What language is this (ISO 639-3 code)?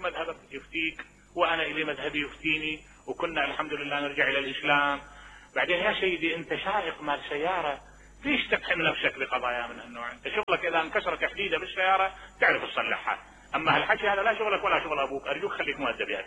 acm